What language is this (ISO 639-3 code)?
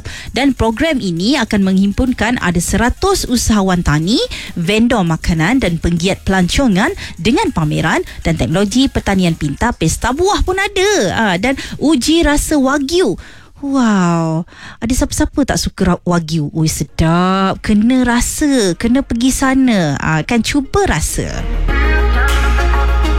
msa